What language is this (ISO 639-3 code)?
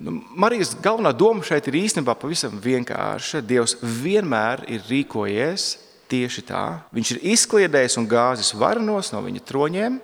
lav